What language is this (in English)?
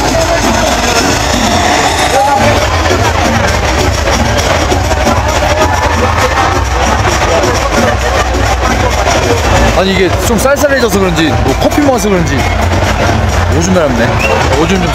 Korean